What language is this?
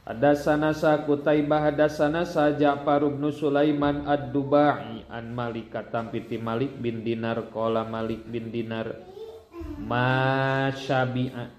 Sundanese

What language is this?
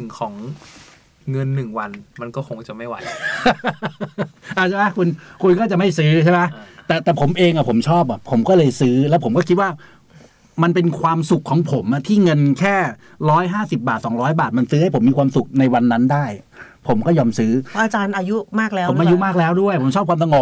Thai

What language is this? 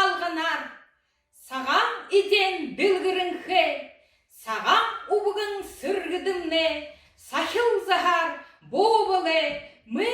Buriat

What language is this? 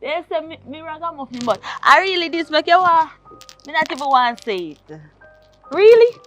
Jamaican Creole English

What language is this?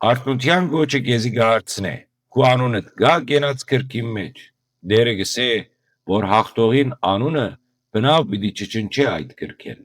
Western Armenian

